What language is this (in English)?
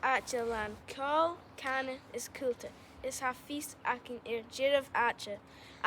Scottish Gaelic